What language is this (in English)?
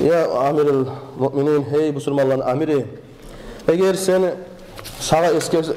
Kumyk